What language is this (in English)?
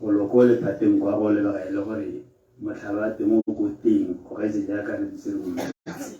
Tswana